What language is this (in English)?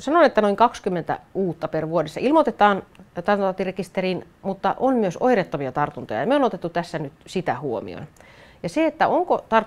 Finnish